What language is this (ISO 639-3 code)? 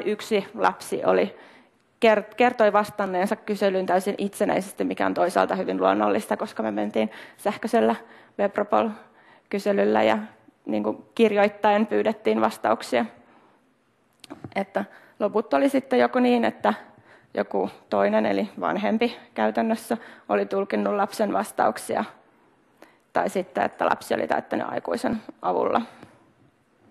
fin